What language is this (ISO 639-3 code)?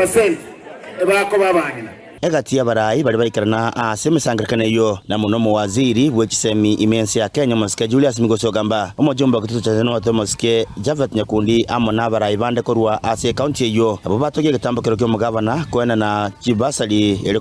guz